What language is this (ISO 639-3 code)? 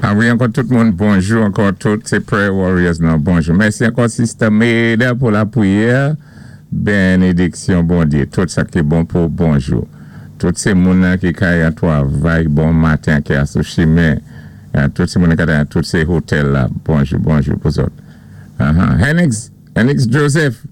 acf